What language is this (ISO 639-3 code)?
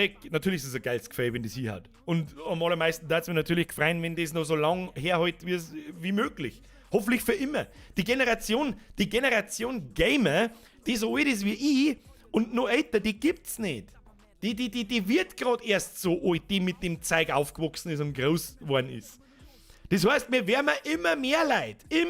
bar